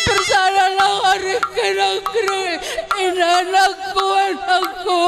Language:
Batak Karo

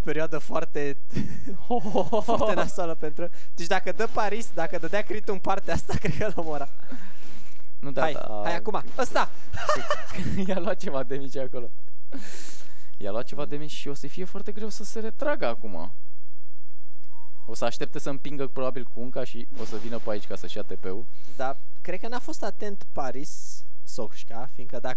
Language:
Romanian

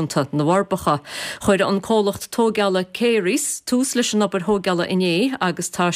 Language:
Irish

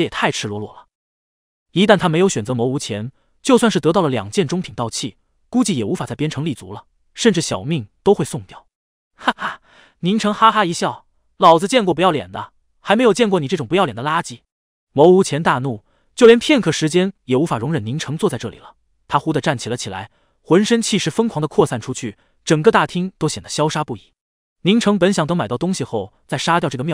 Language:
Chinese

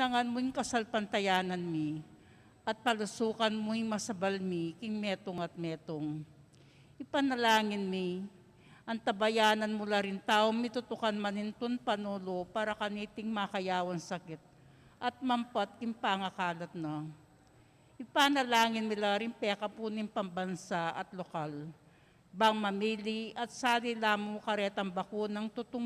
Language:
Pampanga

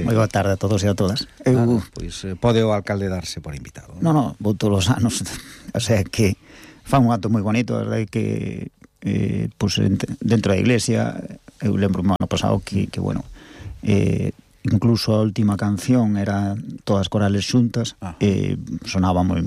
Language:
Galician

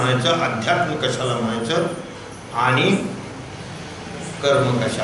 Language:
Marathi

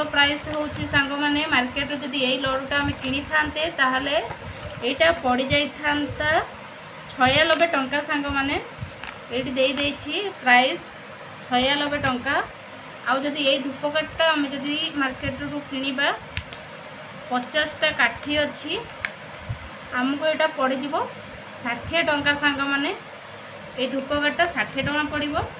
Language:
Odia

